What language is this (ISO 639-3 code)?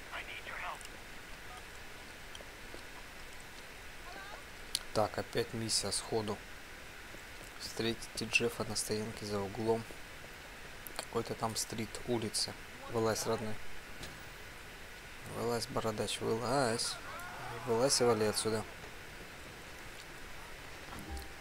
rus